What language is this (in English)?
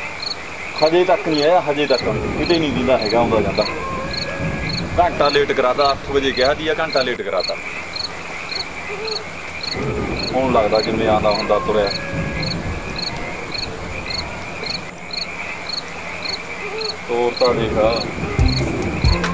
Punjabi